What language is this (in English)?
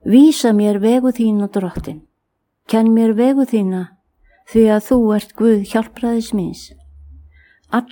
Icelandic